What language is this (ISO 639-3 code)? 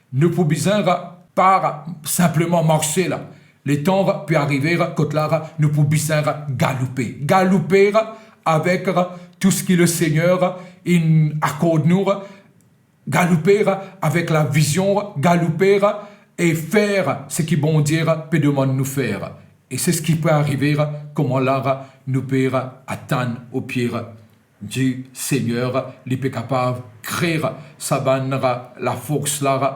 mfe